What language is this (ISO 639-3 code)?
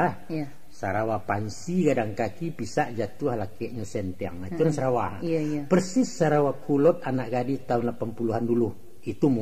min